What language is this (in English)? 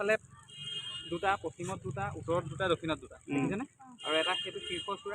Assamese